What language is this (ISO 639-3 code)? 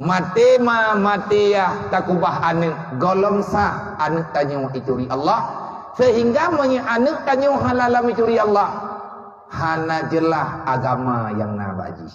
ace